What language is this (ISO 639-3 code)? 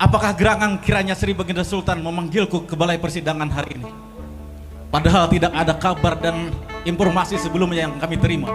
bjn